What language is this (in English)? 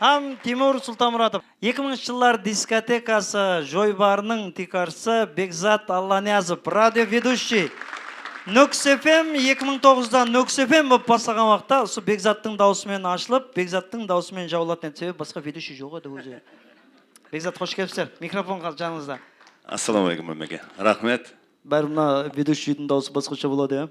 Kara-Kalpak